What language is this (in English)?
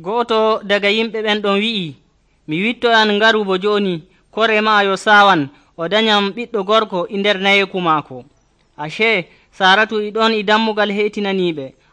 Nigerian Fulfulde